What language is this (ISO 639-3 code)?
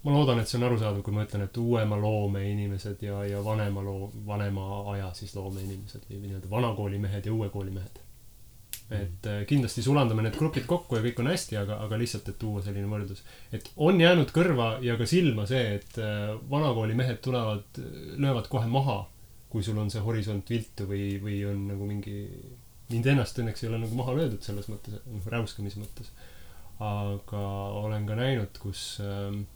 est